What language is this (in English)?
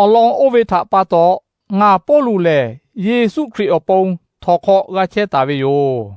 Lahu